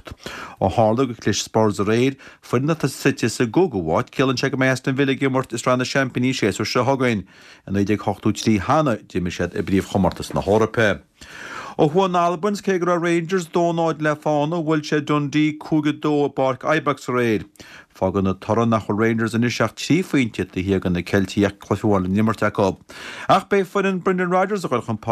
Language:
Irish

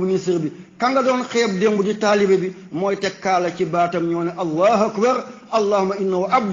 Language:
Wolof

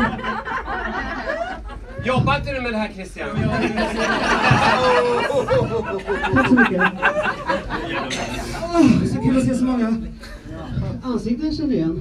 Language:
Swedish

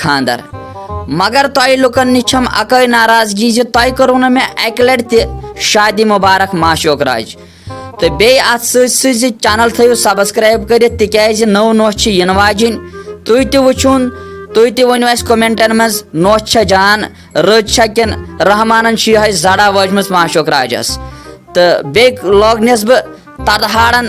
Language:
Kashmiri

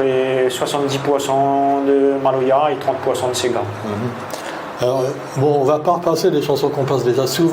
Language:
Réunion Creole French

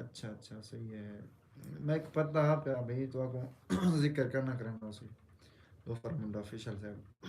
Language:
Saraiki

